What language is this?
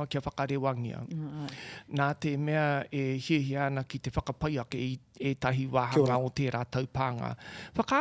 Māori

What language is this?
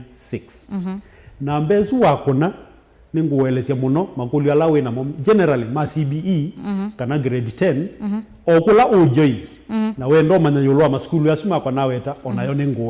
Kamba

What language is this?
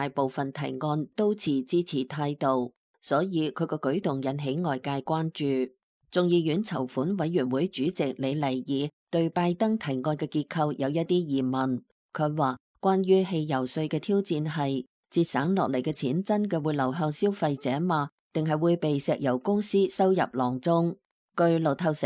Cantonese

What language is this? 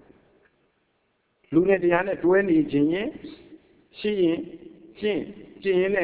Burmese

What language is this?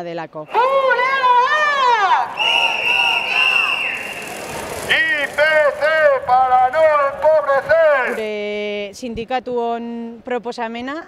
Basque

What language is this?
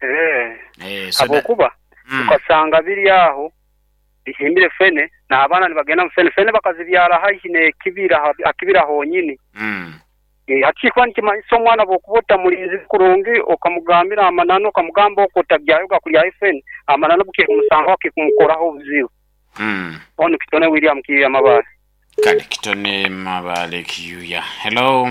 Nyoro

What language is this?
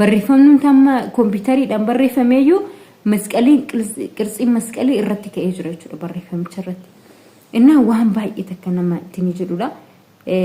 Oromo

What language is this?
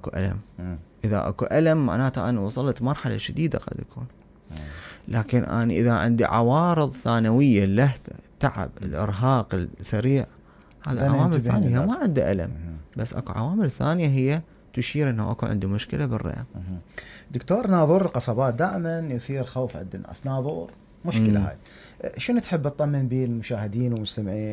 Mesopotamian Arabic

